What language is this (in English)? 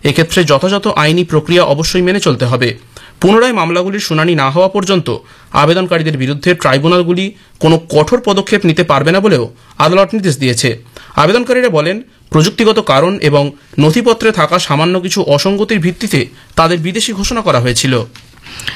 Bangla